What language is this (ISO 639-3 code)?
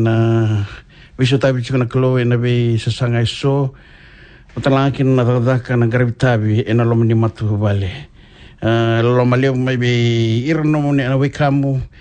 fij